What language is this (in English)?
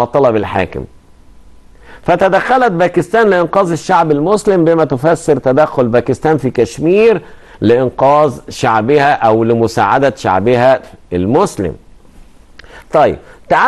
Egyptian Arabic